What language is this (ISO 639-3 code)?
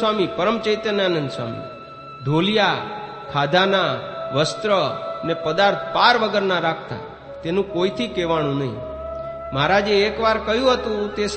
guj